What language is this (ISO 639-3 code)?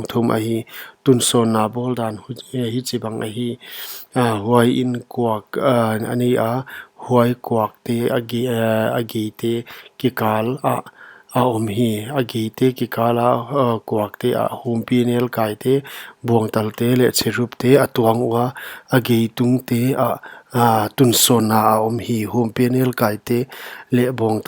pck